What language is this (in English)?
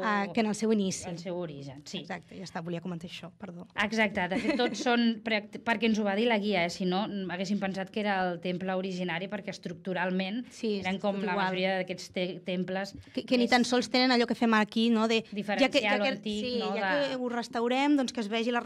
Catalan